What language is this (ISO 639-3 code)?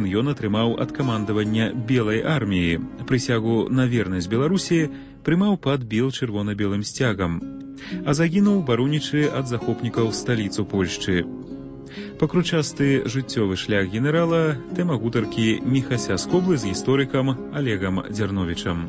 bel